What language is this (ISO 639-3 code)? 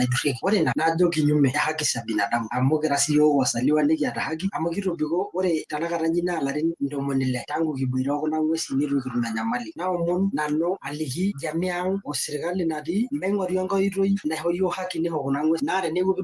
mas